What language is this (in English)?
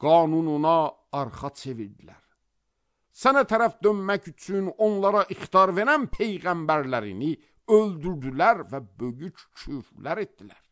Azerbaijani